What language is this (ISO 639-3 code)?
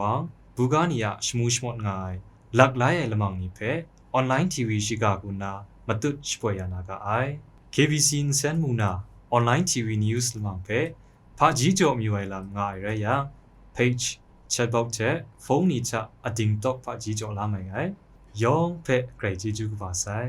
kac